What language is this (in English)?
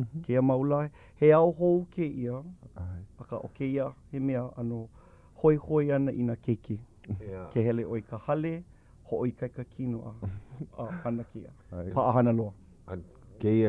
Hawaiian